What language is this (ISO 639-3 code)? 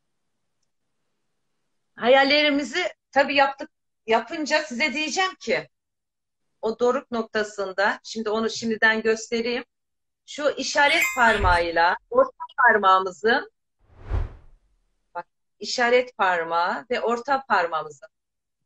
tur